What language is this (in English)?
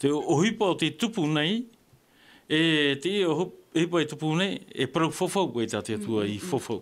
Tahitian